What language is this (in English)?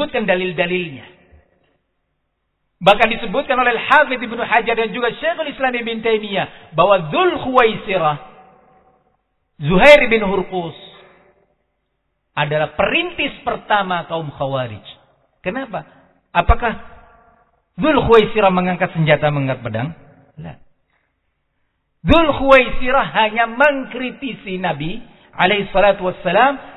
Indonesian